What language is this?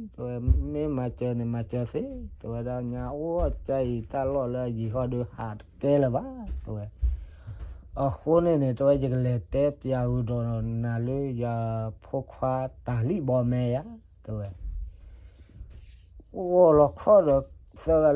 S'gaw Karen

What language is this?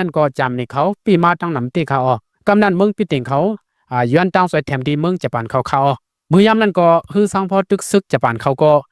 Lao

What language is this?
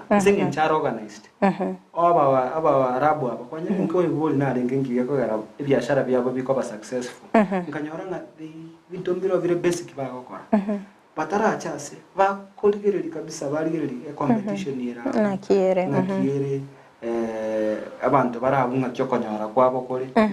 Gusii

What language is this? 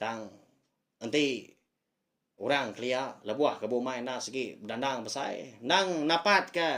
Iban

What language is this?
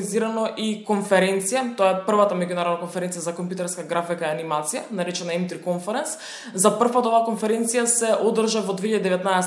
Macedonian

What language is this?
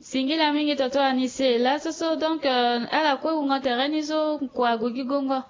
Sango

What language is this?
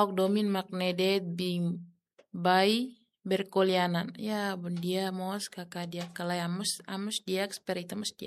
Tetum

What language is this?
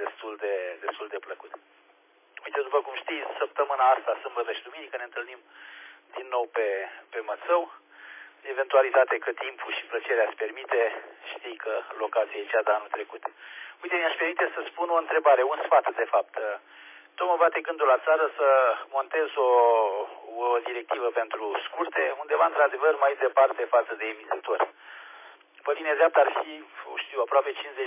Romanian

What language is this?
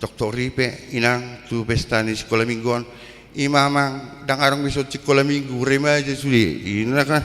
Batak Toba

